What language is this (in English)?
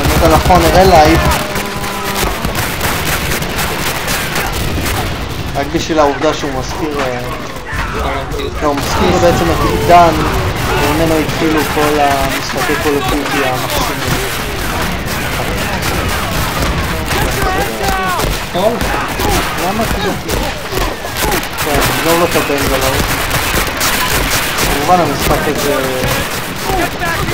Hebrew